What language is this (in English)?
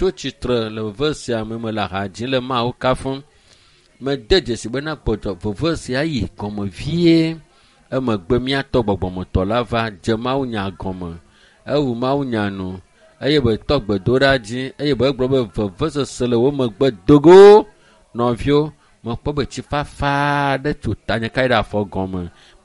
Ewe